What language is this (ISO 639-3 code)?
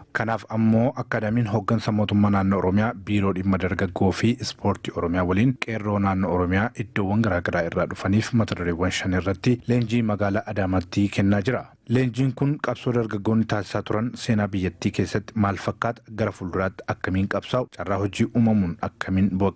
orm